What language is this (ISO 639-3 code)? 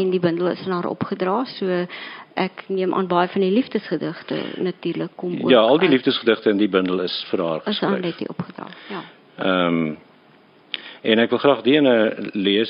afr